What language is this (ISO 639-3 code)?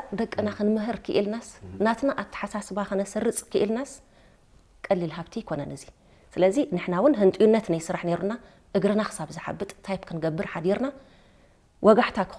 tir